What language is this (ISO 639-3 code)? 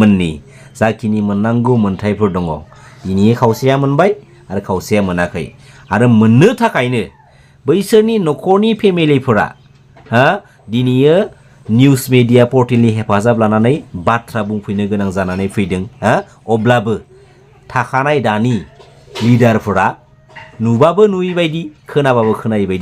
brx